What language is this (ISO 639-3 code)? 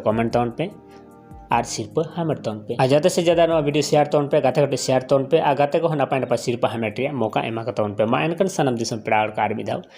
sat